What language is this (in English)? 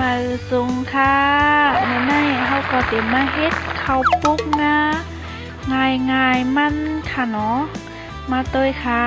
Shan